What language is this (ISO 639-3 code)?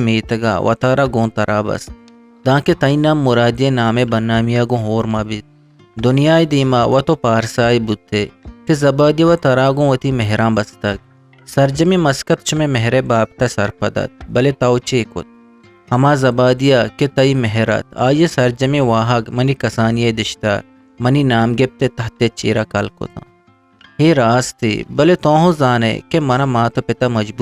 bgp